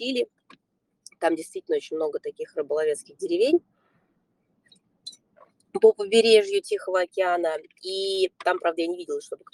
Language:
Russian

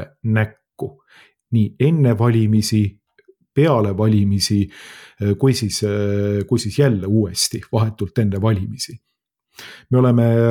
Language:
Estonian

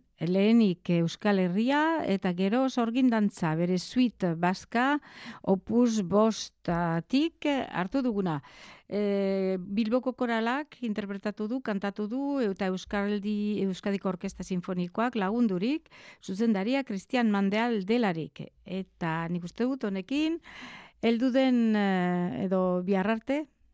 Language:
Basque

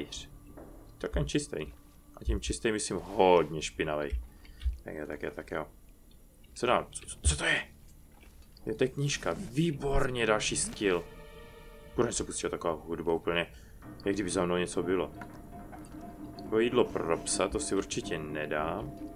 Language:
Czech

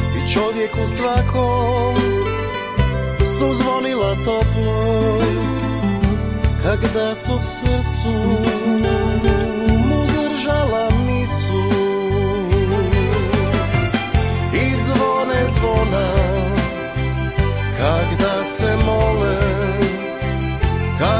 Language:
Croatian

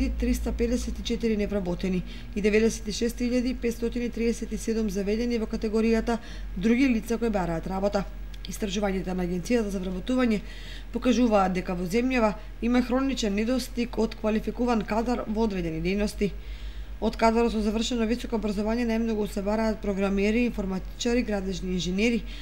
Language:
Macedonian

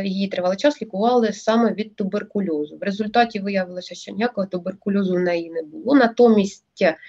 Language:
Ukrainian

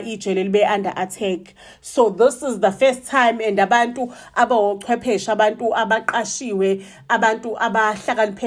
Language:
Zulu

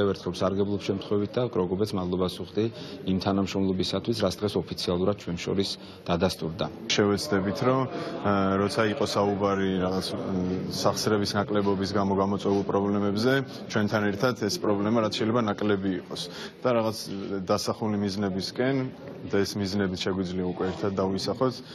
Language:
Georgian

